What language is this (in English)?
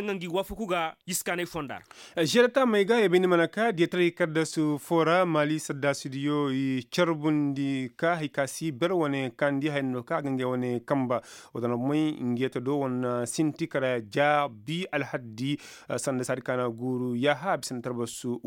Koyraboro Senni